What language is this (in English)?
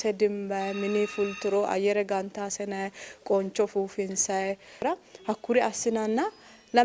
Sidamo